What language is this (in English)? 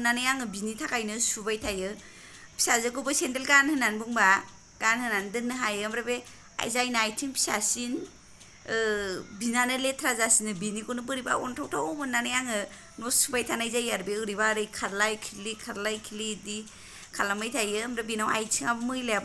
Bodo